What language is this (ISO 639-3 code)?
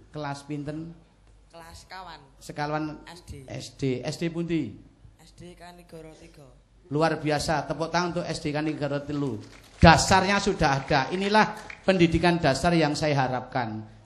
jav